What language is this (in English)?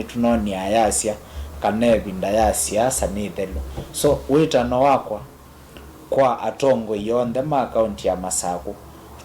Kamba